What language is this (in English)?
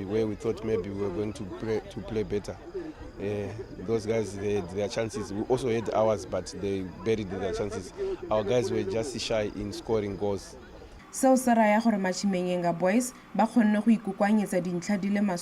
Tswana